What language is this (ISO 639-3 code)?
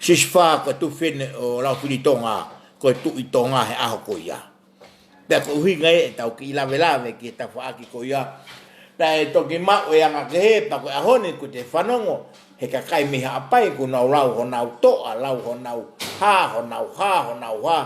ton